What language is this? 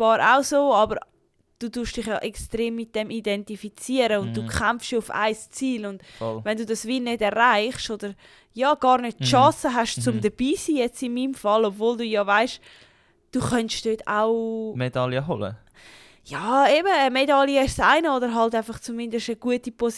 Swiss German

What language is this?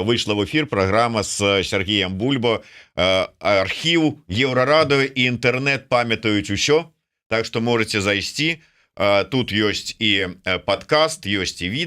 Belarusian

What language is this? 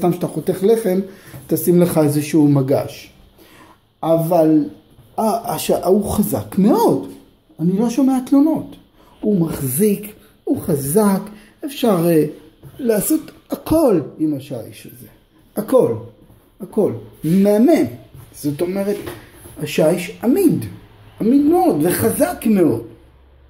Hebrew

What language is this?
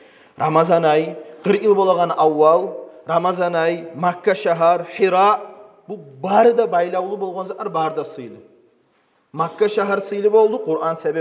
Kumyk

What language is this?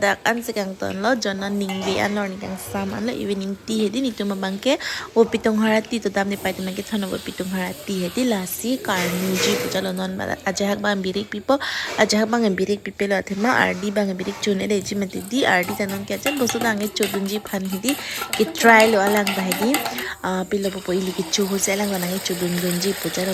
Karbi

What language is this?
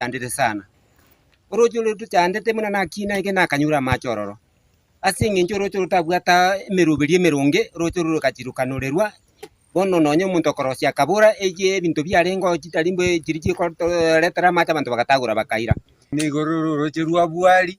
Gusii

